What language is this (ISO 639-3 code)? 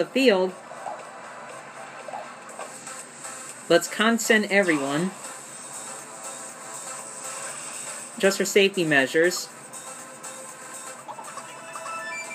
eng